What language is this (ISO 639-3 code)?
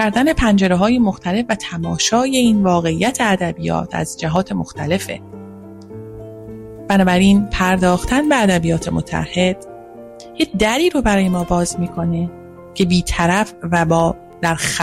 fas